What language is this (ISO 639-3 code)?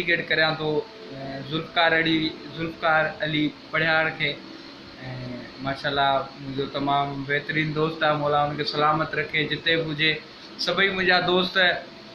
snd